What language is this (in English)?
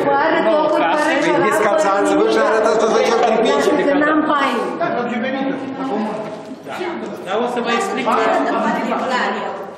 Romanian